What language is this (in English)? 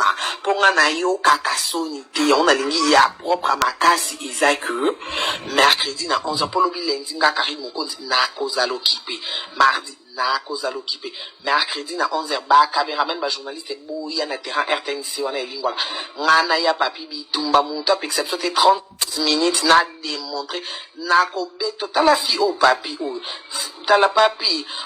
Lingala